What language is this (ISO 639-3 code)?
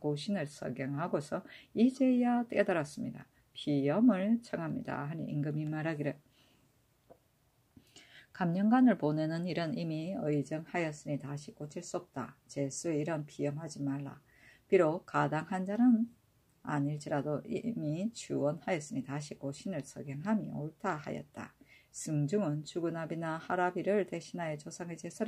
kor